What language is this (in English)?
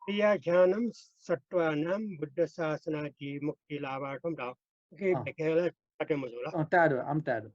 Newari